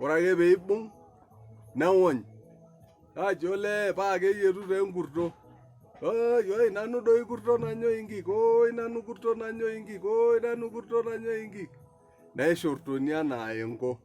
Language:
Masai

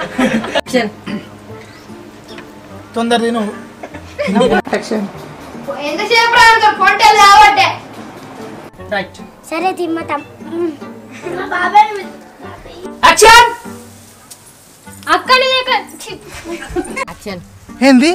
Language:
Telugu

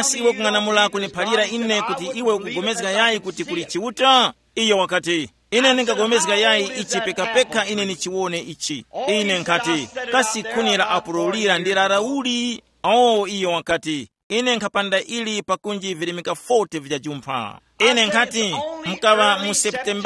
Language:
Tumbuka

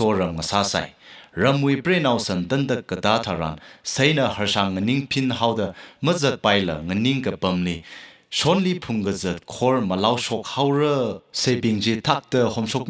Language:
Tangkhul Naga (India)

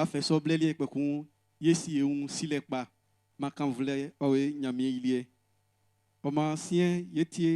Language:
Baoulé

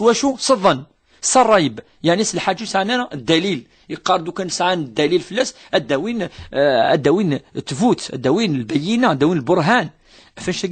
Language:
Kabyle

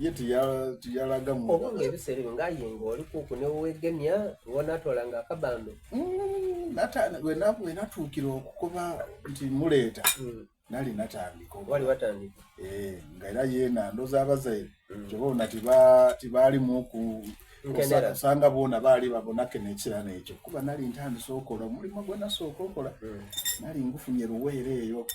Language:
Soga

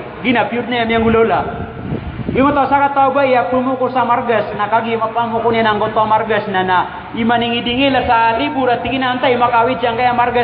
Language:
Maranao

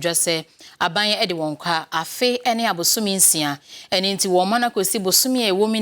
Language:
Akan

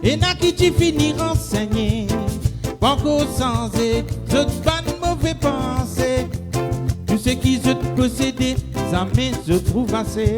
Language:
Morisyen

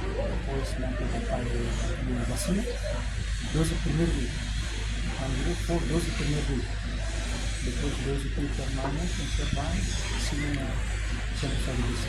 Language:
Tetum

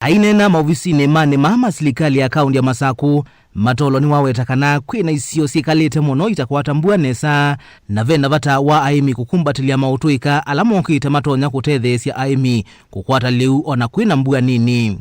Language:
Kamba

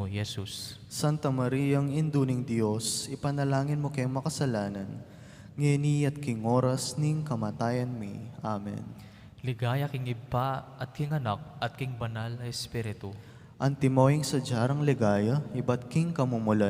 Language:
Pampanga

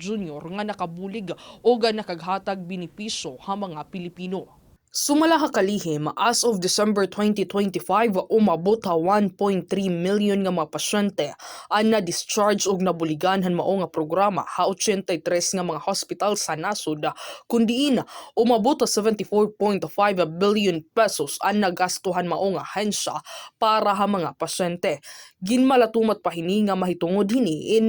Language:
Waray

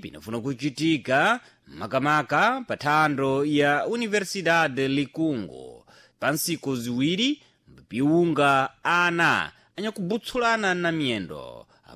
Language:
Sena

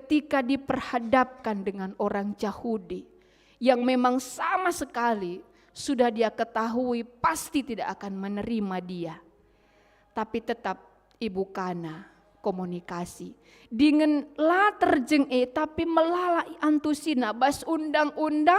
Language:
Batak Karo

